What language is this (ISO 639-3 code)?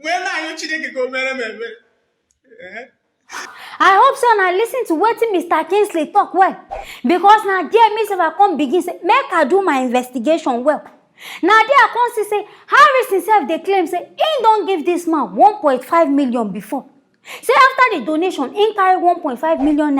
pcm